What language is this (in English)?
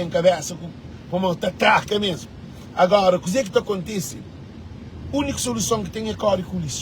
Kabuverdianu